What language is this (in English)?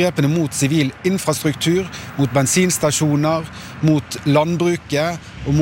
Norwegian